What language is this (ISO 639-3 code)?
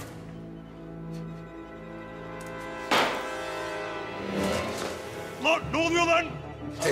tur